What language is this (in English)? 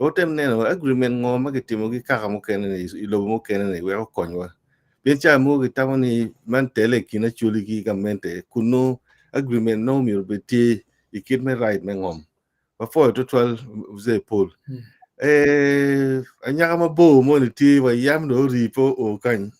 Acoli